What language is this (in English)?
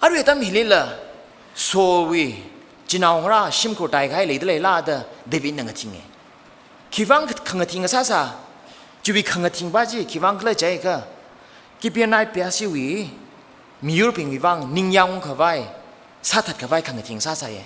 Tangkhul Naga (India)